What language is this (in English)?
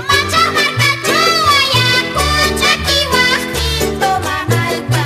South Bolivian Quechua